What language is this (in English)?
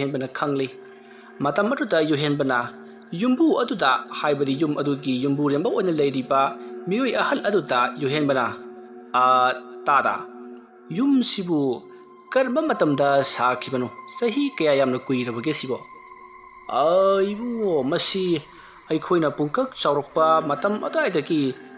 Manipuri